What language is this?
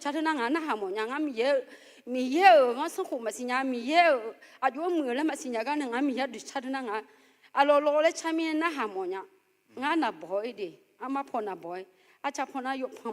Akha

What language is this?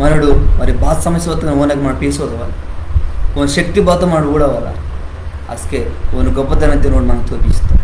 Koya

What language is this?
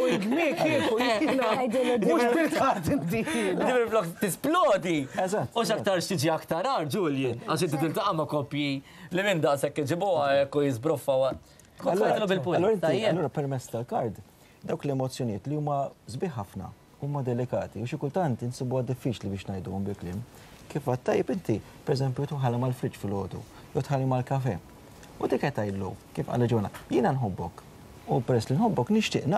Maltese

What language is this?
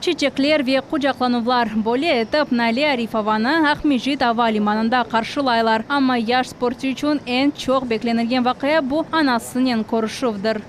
Crimean Tatar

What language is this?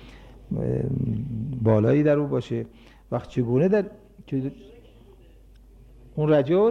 Persian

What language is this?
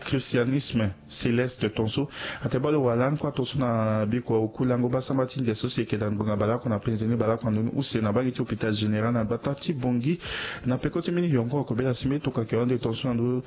Sango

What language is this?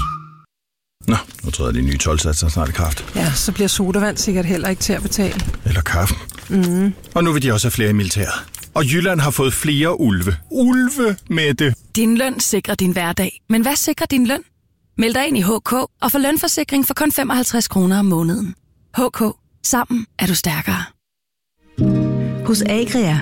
Danish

